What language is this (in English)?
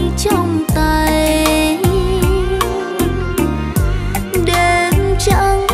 Vietnamese